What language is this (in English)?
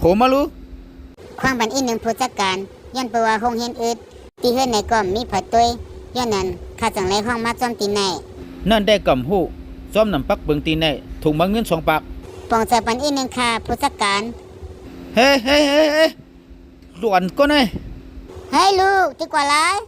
Shan